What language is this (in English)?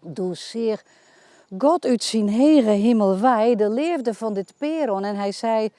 Western Frisian